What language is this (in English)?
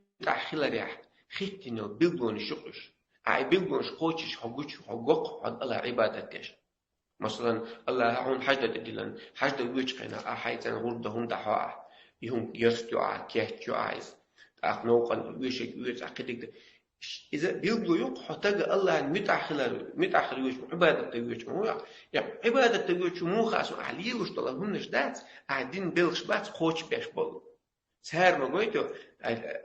Chechen